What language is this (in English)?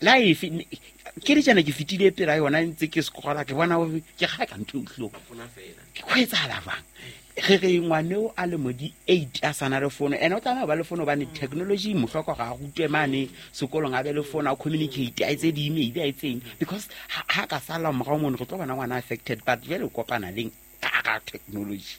Southern Sotho